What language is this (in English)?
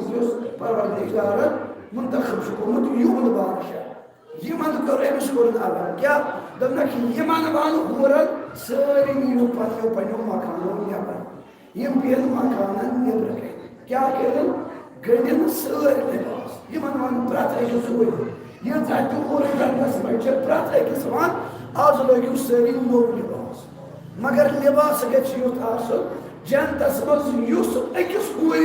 Kashmiri